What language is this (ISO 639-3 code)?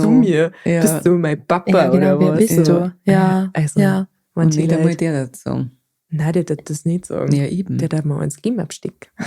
bar